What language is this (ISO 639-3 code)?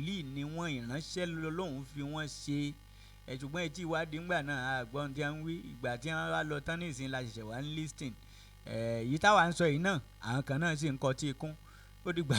yor